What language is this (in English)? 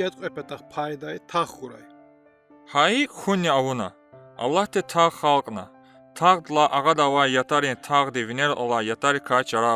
Lezghian